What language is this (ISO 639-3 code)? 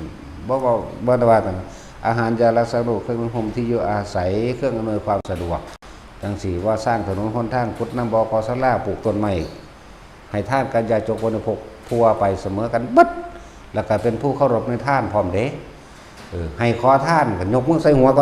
tts